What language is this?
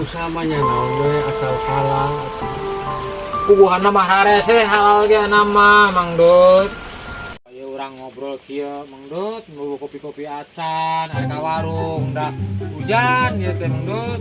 Sundanese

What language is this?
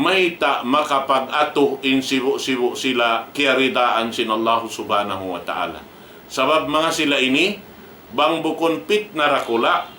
Tausug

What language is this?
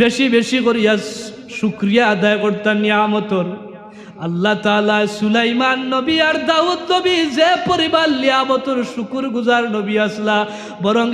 Sylheti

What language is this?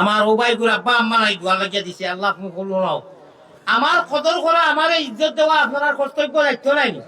Sylheti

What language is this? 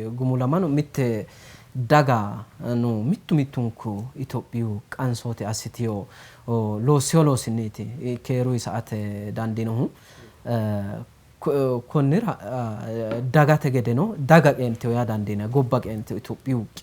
Sidamo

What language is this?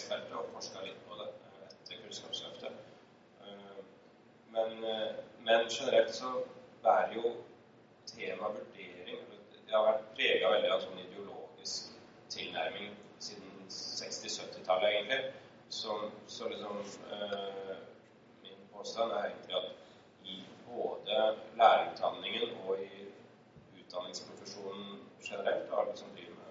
Norwegian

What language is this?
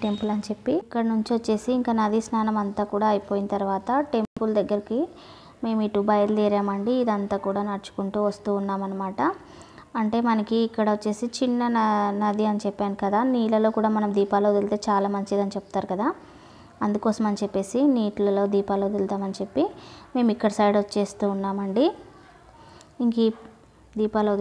Telugu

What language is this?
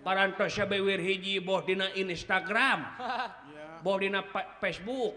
Sundanese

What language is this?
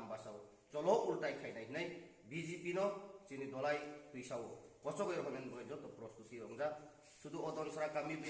Kok Borok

